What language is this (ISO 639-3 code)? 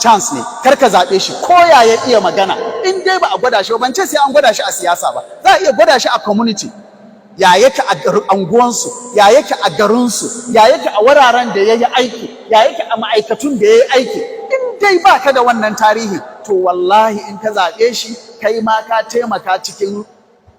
hau